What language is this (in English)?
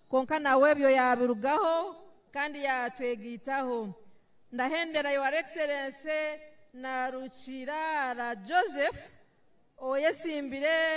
Nyankole